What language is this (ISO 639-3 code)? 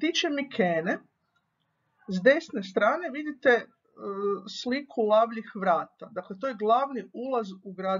hrv